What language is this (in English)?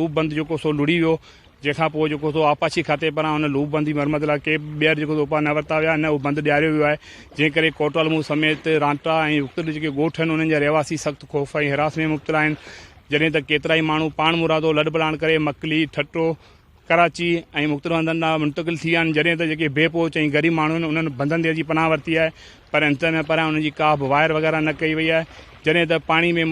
Sindhi